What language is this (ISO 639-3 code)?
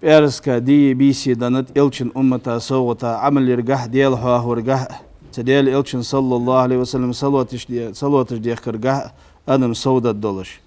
inh